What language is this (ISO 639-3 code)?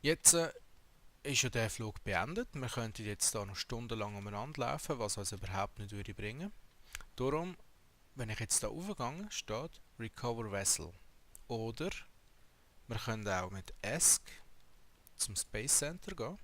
gsw